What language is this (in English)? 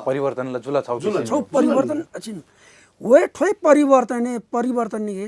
Newari